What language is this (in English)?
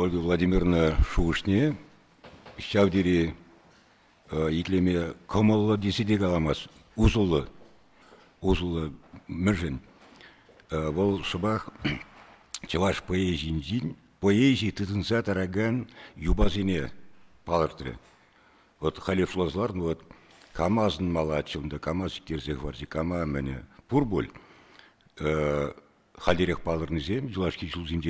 Chuvash